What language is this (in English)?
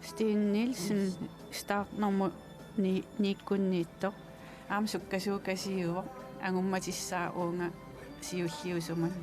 Kalaallisut